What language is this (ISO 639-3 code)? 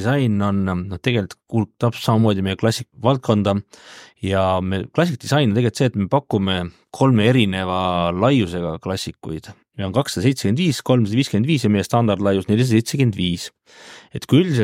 est